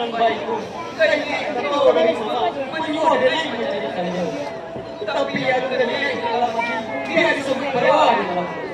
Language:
Minangkabau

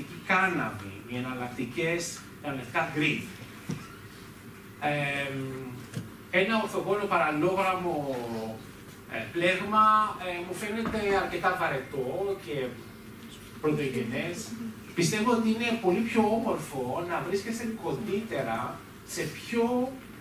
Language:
Greek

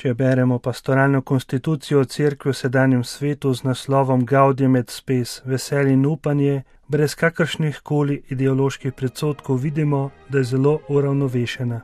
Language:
Slovenian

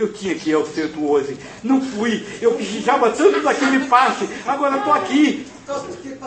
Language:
Portuguese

